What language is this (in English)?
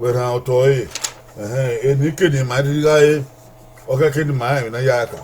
Bini